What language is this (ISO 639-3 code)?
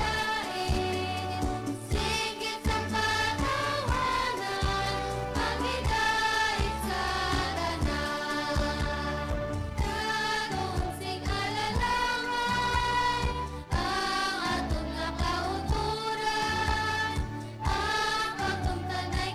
hil